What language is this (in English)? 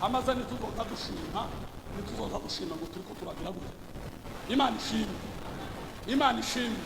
Rundi